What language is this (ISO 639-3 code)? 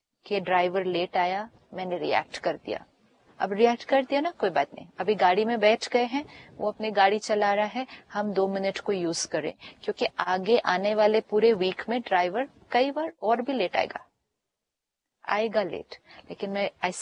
hin